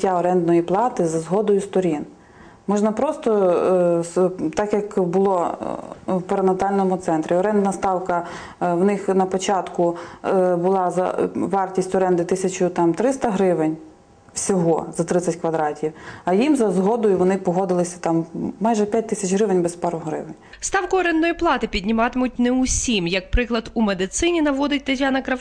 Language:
Ukrainian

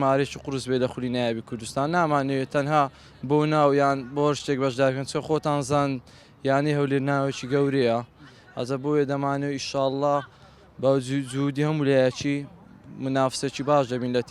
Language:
Central Kurdish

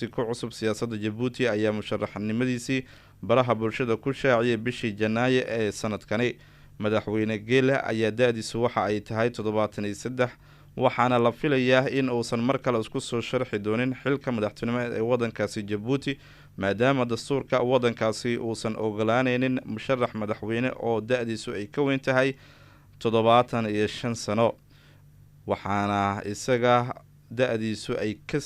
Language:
Somali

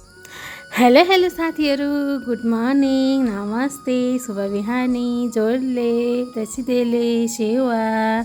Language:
Nepali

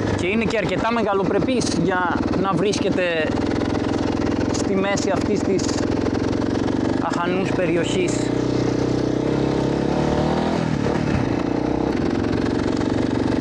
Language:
Greek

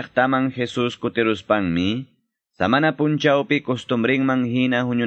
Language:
Quechua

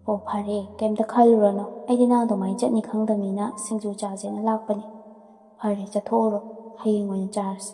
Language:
Manipuri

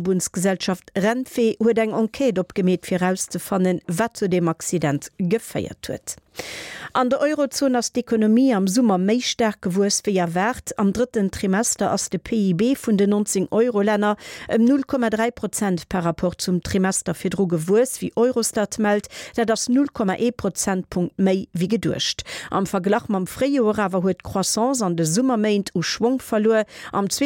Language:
Luxembourgish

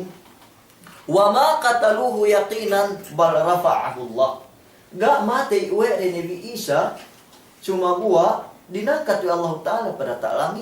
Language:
Yakan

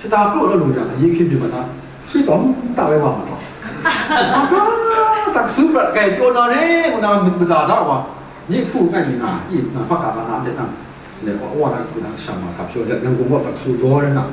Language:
Kachin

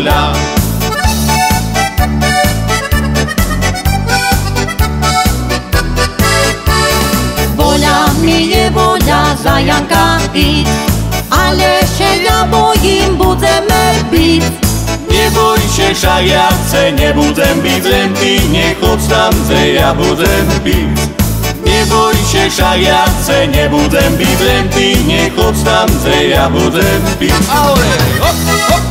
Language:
Slovak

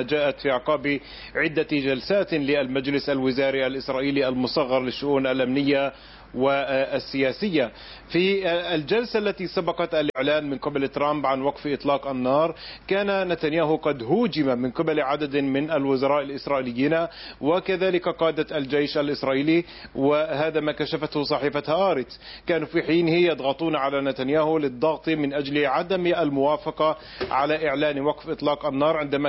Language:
Arabic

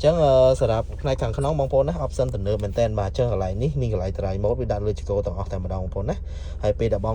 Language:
Khmer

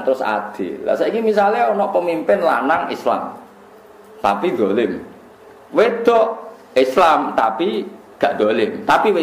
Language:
Javanese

